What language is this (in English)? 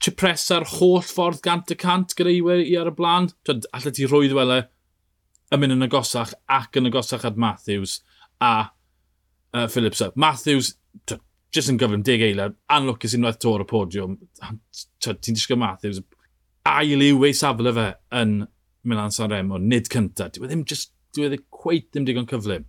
Welsh